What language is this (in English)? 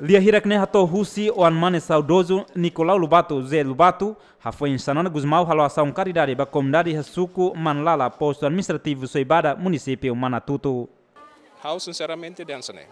Tetum